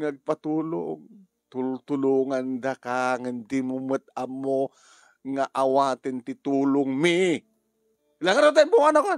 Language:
Iloko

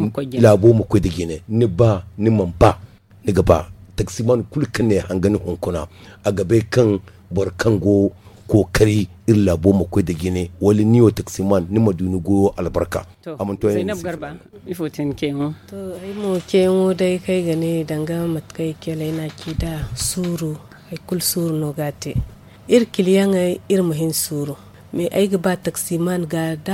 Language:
Zarma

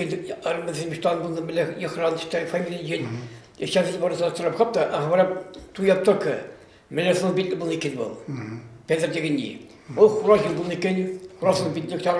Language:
Chuvash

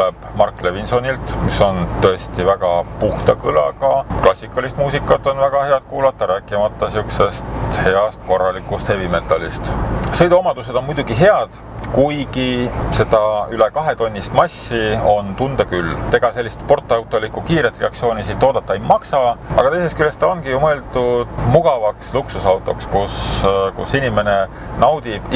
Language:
Estonian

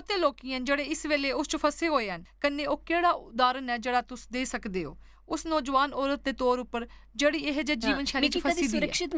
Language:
Dogri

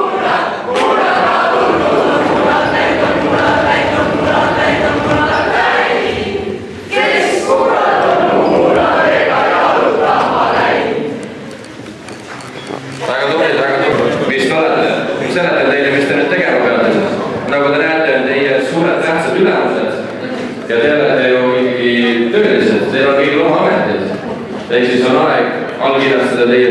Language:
Estonian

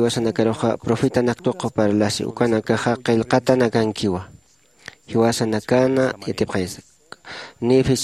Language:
Aymara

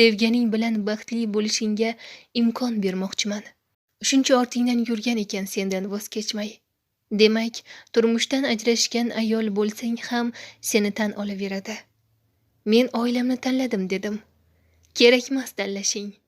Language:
Uzbek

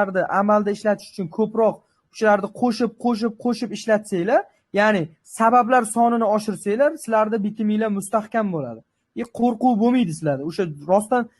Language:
Uzbek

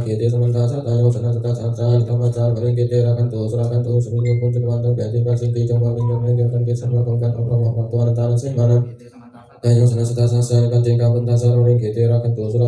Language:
Pali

